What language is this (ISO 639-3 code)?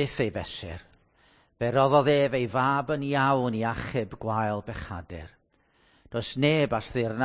cym